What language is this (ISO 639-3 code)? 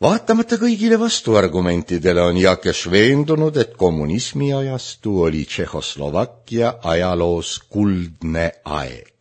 est